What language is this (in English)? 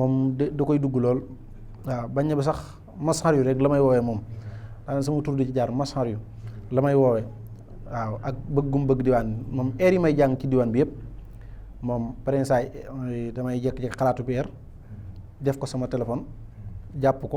Wolof